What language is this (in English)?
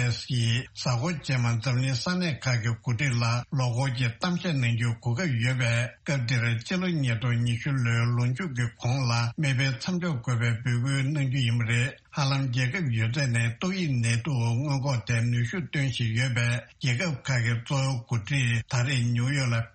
Tibetan